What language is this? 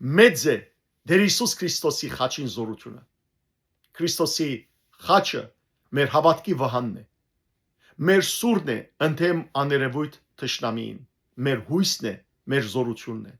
Western Armenian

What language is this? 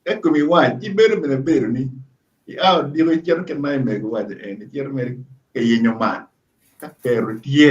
Acoli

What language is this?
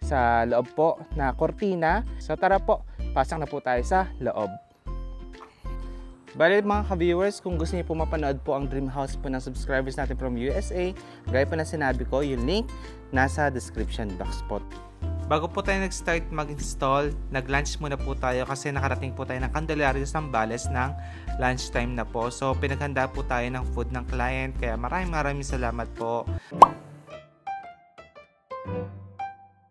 Filipino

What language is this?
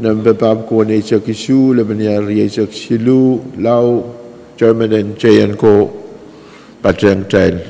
Pohnpeian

